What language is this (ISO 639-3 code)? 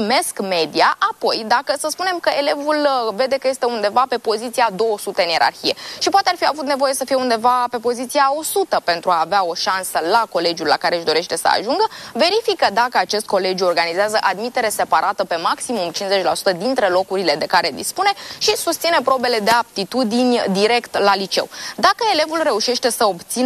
ron